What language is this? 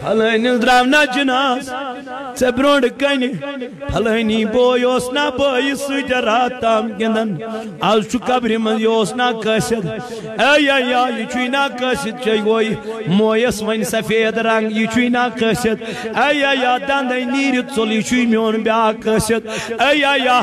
Kashmiri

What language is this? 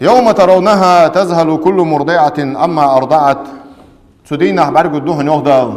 Ingush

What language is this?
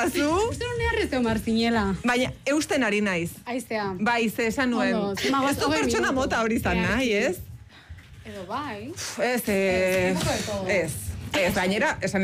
Basque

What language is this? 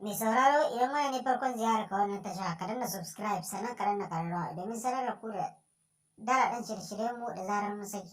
Hausa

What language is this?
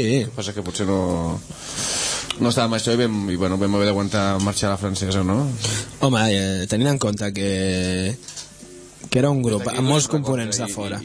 Catalan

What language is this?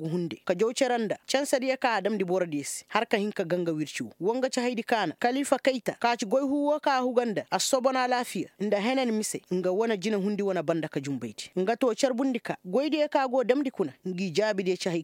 Koyraboro Senni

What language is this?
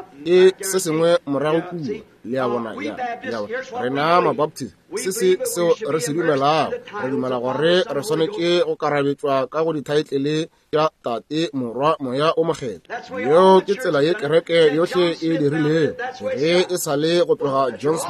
Northern Sotho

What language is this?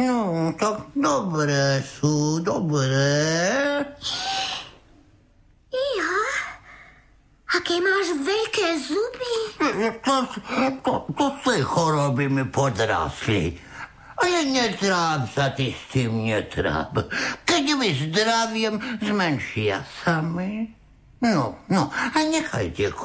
Slovak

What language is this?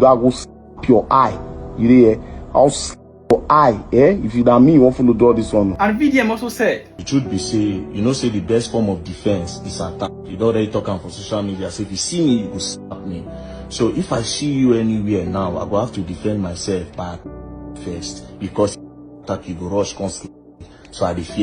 Nigerian Pidgin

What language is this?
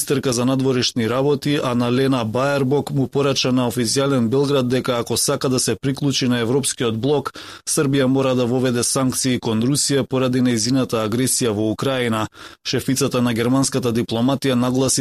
Macedonian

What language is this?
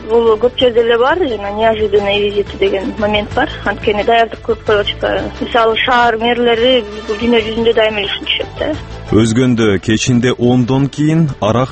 Kyrgyz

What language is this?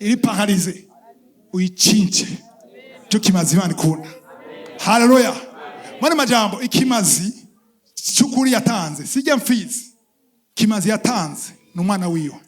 Rundi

